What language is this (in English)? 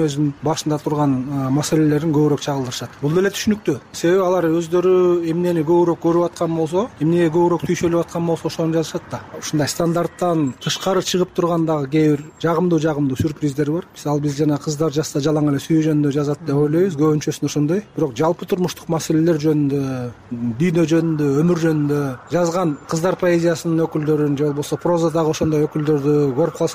Kyrgyz